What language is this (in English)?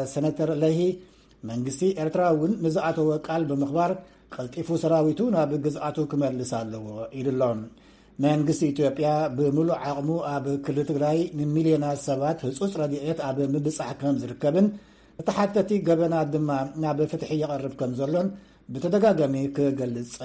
Tigrinya